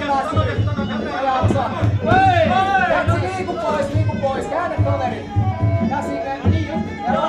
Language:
Finnish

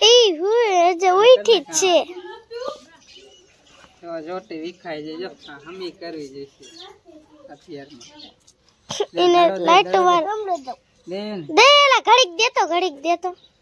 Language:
Gujarati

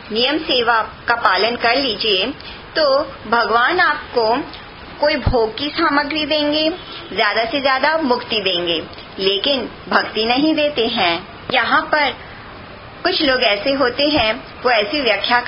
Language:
Hindi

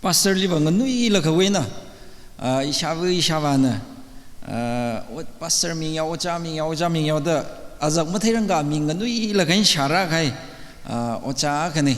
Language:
Tangkhul Naga (India)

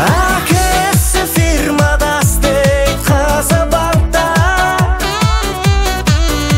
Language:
Kazakh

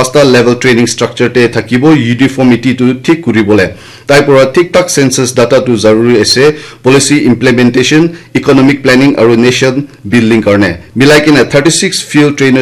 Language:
Naga Pidgin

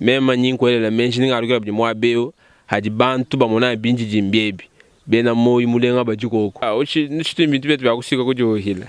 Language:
Luba-Lulua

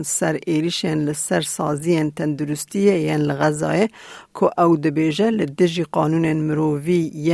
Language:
Kurdish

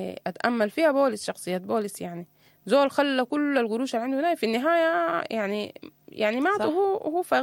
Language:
Sudanese Arabic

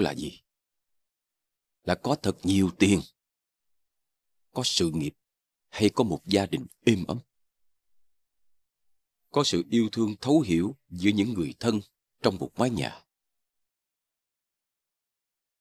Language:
Vietnamese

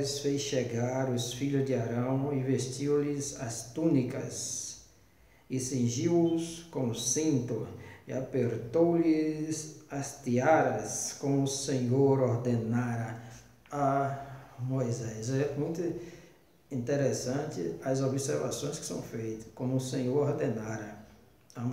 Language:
Portuguese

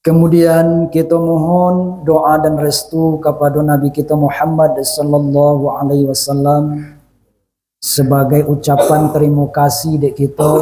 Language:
Minangkabau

